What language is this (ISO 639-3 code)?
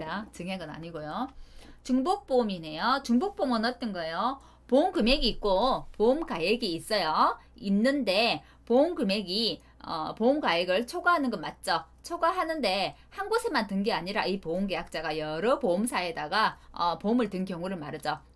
kor